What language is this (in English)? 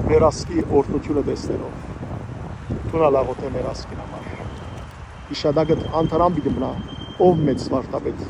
Western Armenian